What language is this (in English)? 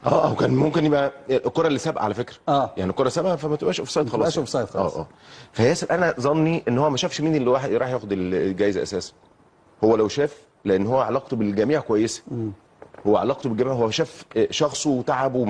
Egyptian Arabic